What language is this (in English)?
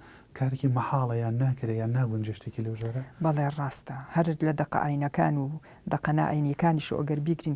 Central Kurdish